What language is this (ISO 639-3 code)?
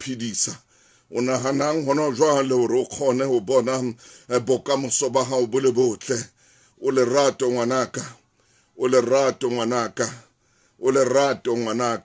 sot